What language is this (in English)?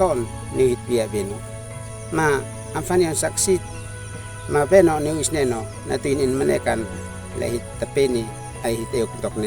Uab Meto